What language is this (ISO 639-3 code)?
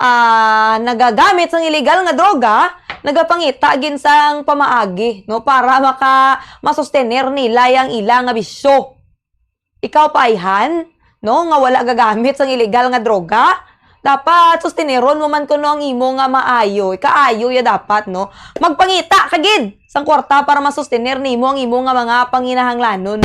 hil